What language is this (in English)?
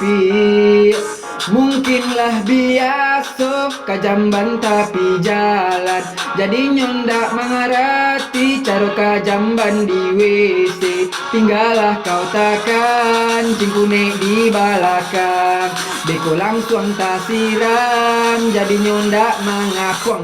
Minangkabau